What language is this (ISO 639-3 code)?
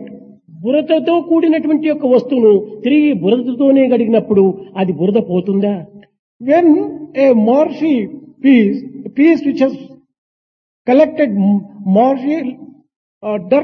tel